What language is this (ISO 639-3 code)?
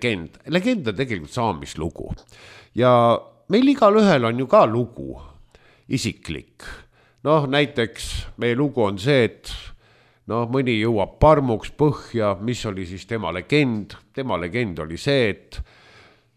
est